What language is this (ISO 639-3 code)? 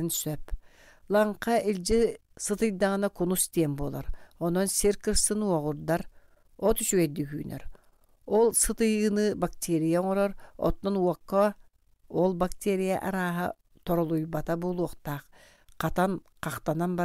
sah